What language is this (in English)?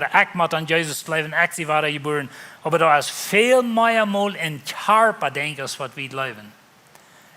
Plautdietsch